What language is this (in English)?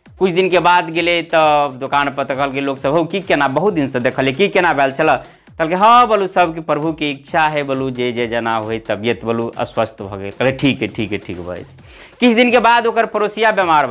Maithili